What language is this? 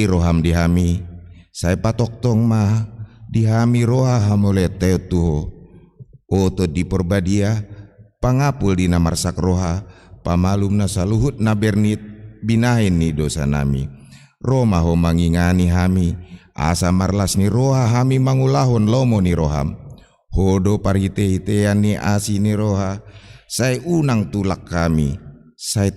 Batak Toba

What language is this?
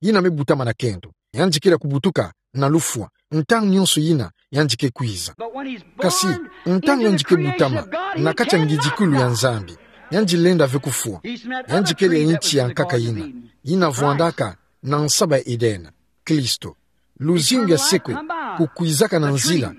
Kituba (Democratic Republic of Congo)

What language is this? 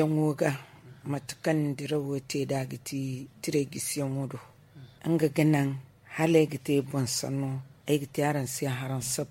Zarma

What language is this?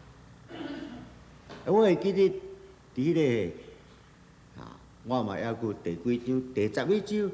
Min Nan Chinese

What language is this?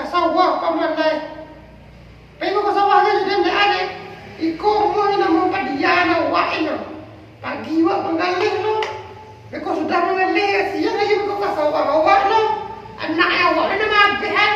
Minangkabau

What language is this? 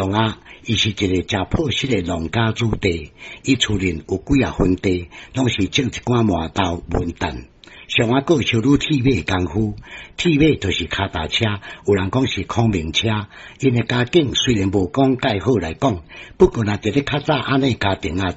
Min Nan Chinese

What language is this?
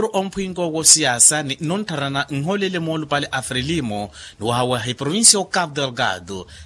Makhuwa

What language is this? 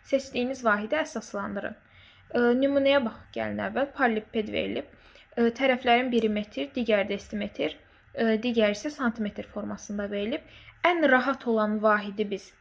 Azerbaijani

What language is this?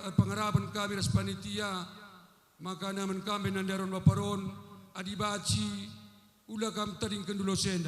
Batak Karo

